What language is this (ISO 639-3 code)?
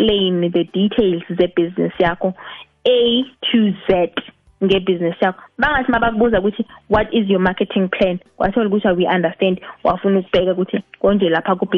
nbl